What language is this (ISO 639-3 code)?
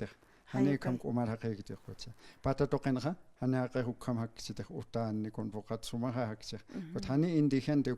aym